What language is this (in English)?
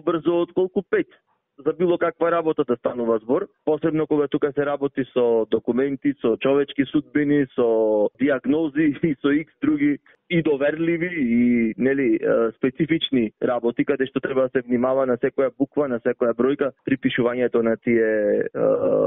Macedonian